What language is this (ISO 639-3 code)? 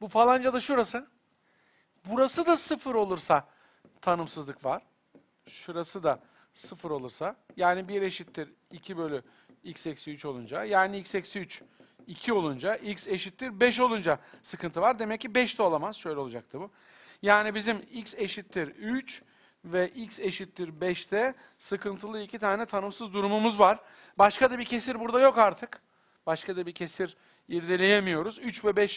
tur